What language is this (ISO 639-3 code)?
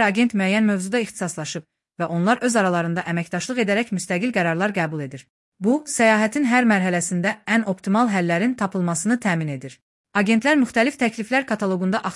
aze